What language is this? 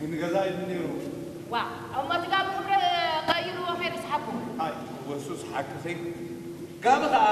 Tigrinya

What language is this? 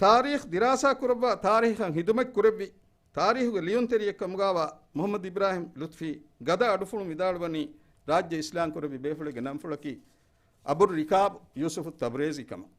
Divehi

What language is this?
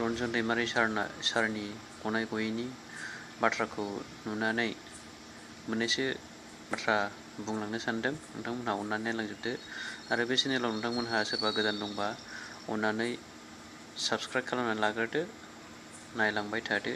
Bodo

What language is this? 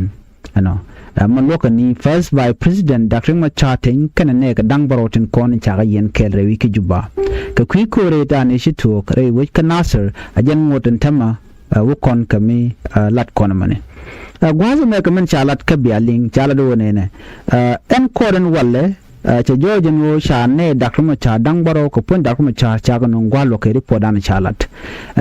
Nuer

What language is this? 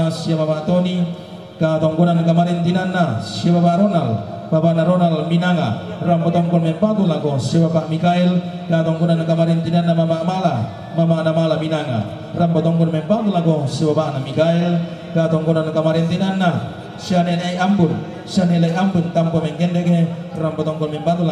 Toraja-Sa'dan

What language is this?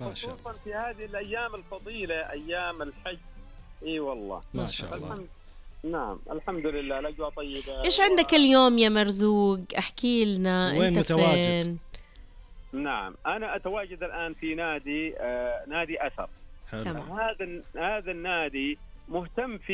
Najdi Arabic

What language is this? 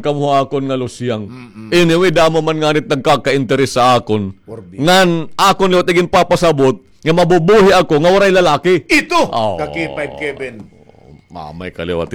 Waray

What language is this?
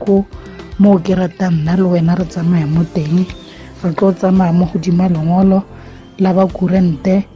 Tswana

